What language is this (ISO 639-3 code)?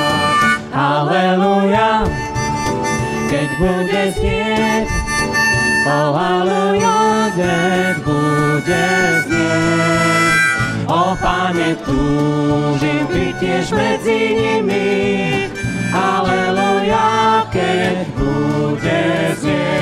slk